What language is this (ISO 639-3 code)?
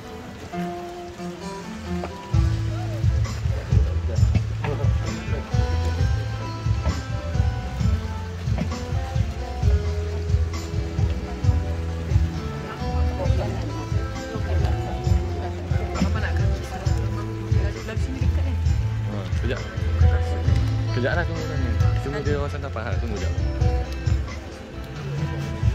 msa